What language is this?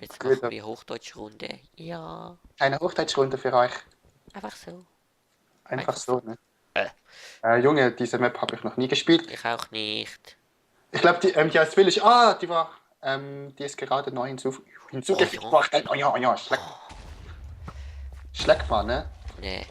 Swiss German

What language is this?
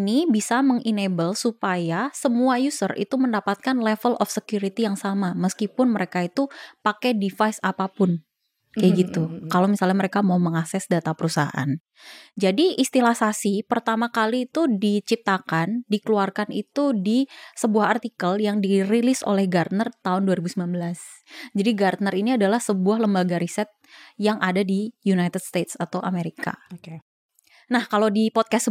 Indonesian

